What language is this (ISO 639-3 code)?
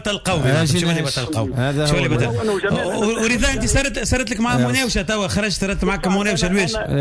aeb